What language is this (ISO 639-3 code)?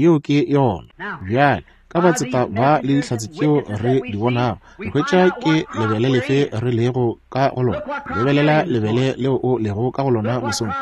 nso